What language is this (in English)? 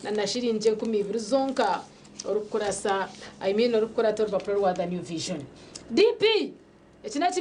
Nyankole